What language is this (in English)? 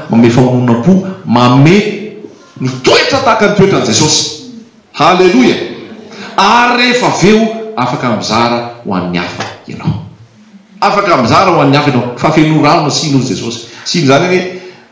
Malagasy